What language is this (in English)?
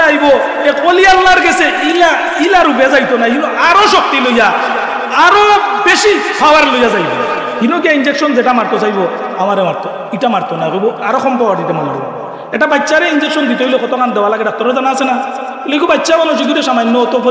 Sylheti